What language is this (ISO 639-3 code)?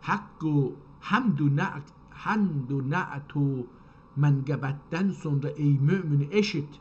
azb